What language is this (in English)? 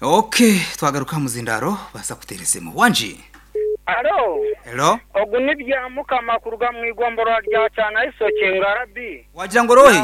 Nyankole